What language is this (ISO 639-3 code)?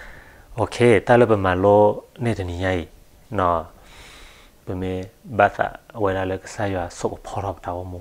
ksw